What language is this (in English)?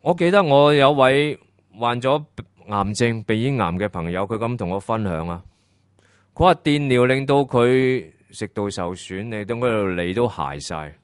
Cantonese